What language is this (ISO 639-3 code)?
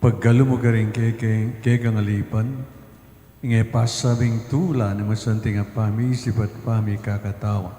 pam